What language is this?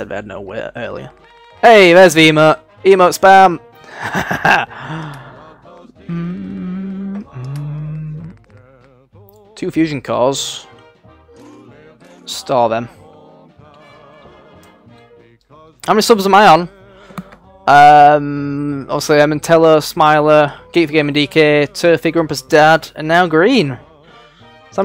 English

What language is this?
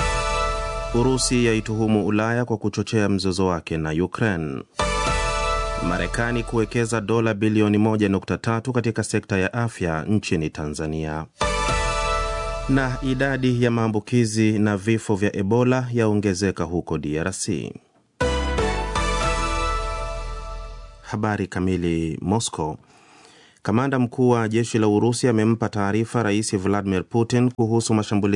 Swahili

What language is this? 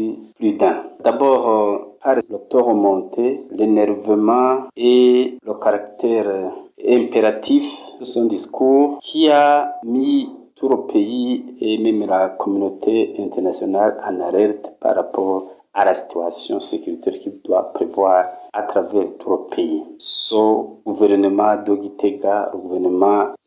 French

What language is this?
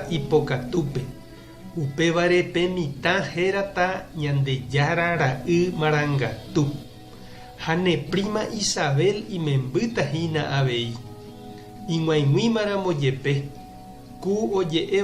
Guarani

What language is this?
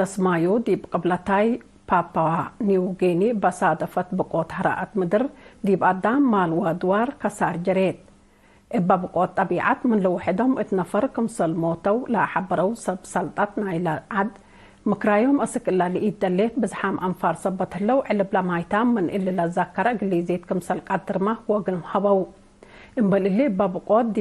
Tigre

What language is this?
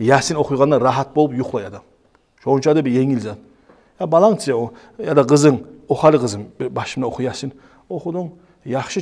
Kumyk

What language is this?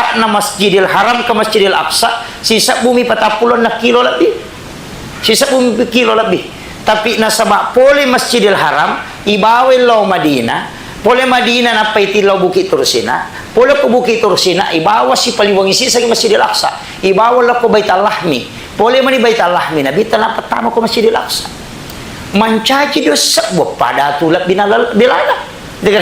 Buginese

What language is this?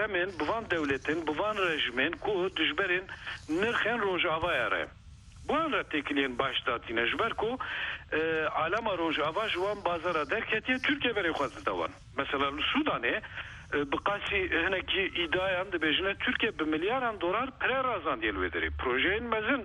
Kurdish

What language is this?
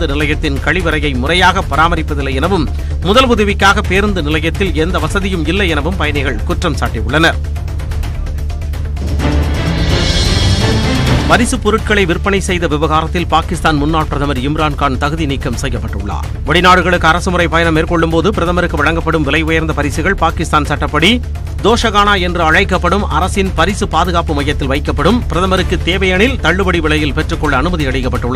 Tamil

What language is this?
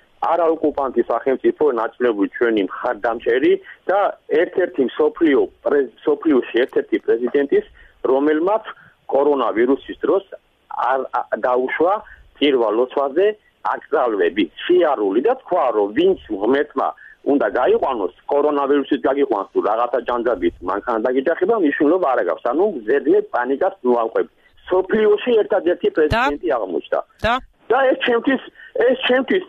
Georgian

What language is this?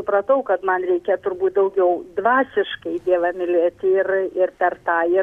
Lithuanian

